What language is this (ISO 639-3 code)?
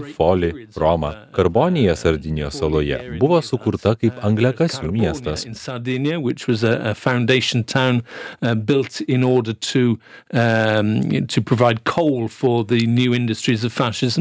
lit